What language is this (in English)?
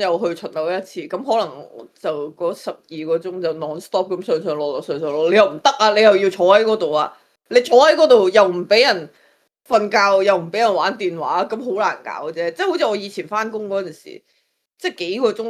Cantonese